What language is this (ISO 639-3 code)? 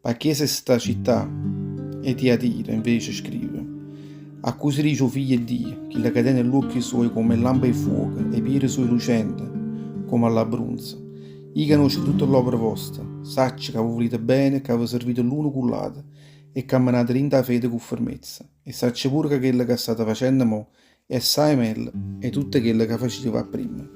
nap